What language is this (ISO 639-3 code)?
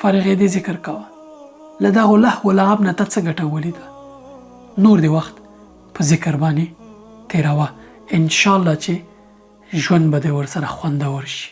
pus